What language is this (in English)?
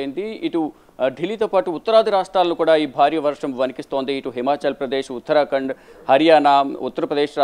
Telugu